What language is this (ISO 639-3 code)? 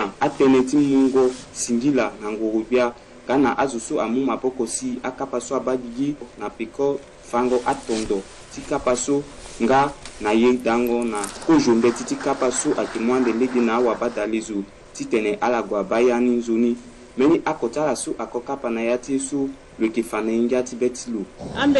sag